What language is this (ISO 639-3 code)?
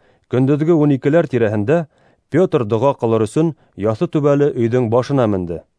bak